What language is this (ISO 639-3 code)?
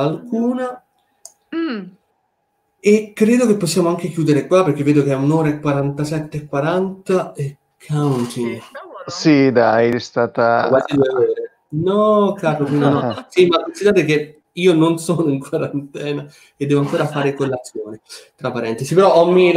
ita